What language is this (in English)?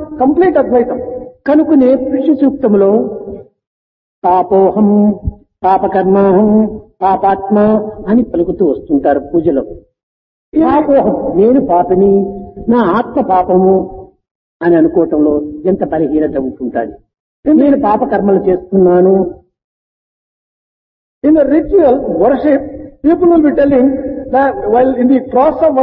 Telugu